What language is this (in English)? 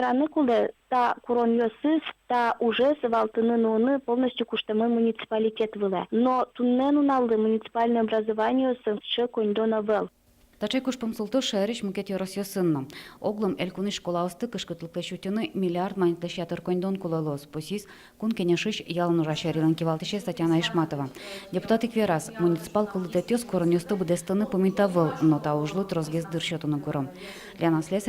Udmurt